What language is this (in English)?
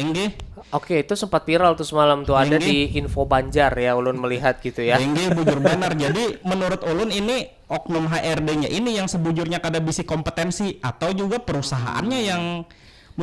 Banjar